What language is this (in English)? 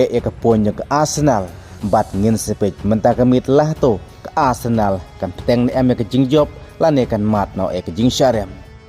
Khasi